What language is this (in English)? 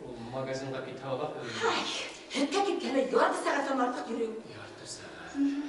Bashkir